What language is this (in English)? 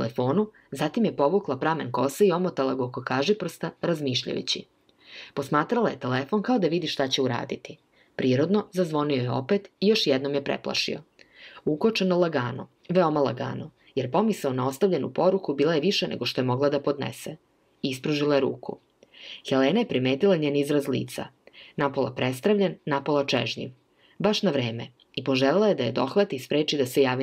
Serbian